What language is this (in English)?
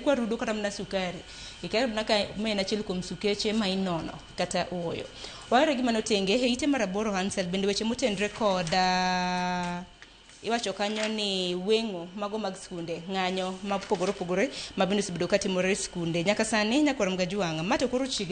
Luo (Kenya and Tanzania)